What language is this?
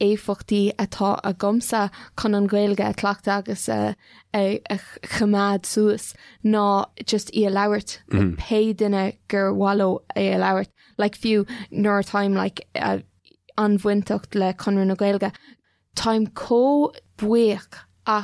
Irish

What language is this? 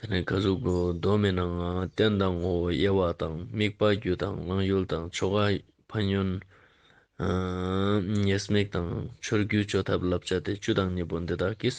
Ladakhi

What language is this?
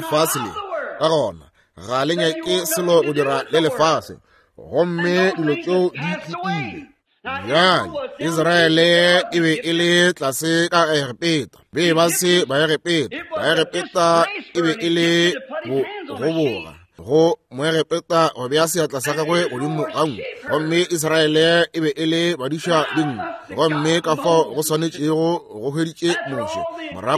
Northern Sotho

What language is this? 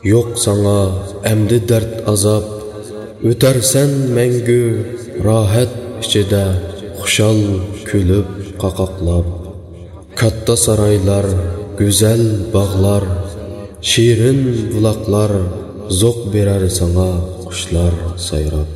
Uyghur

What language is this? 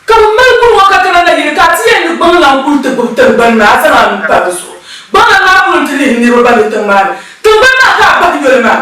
Dagbani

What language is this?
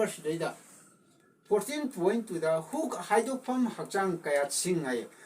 Manipuri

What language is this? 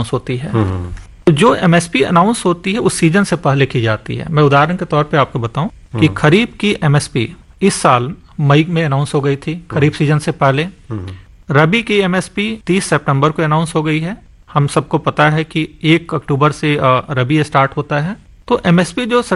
Hindi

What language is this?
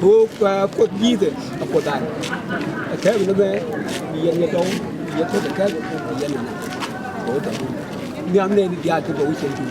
Nuer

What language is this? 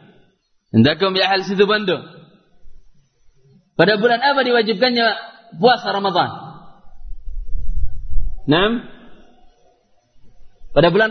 Indonesian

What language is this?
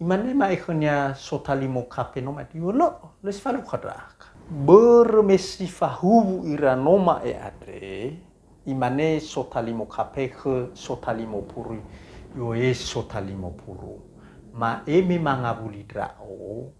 Nias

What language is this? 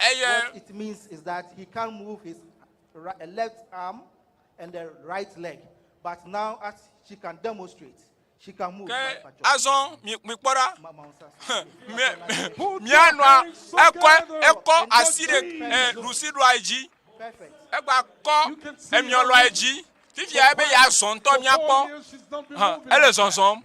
Ewe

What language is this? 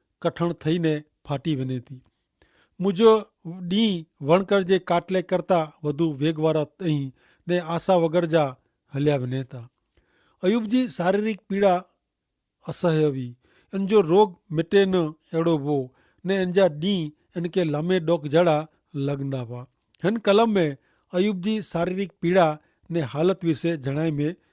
Kachhi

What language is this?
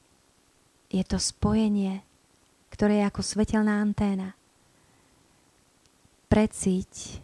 Slovak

